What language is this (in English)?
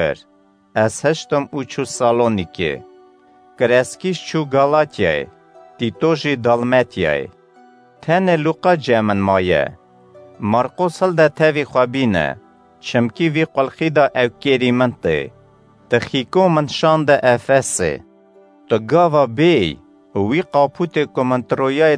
Kurdish